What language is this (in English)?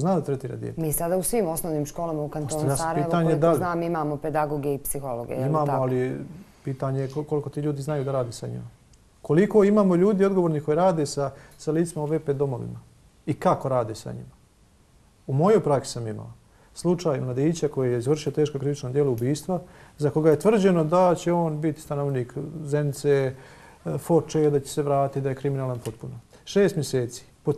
Bosnian